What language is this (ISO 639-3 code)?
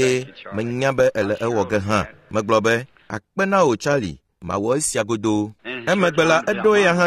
ewe